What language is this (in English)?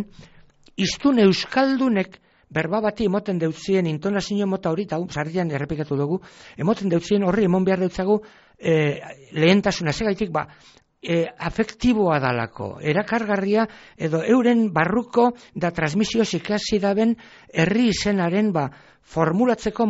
Basque